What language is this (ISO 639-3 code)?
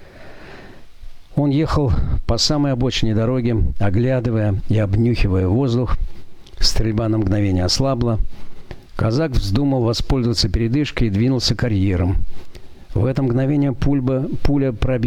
rus